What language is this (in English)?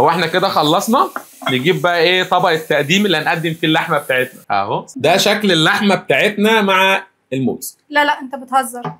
Egyptian Arabic